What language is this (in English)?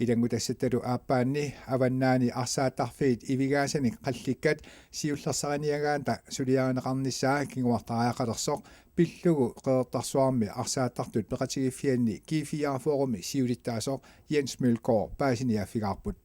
Kalaallisut